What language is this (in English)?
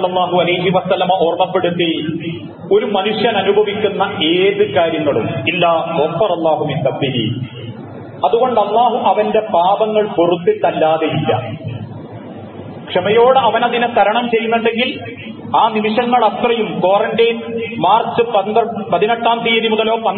Malayalam